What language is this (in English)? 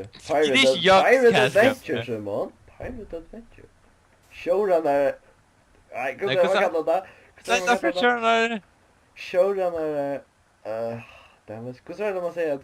Faroese